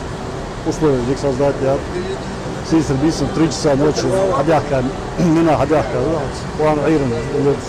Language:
Ingush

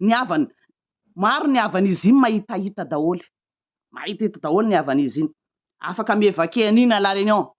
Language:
Malagasy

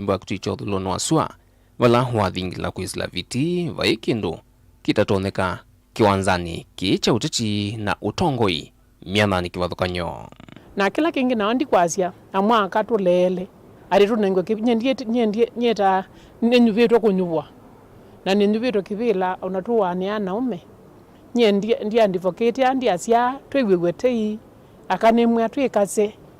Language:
Kamba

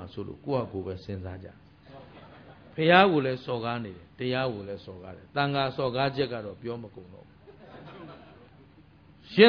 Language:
Burmese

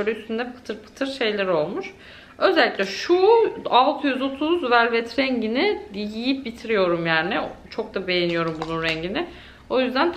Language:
Turkish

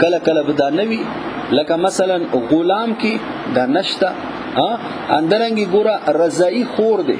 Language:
Pashto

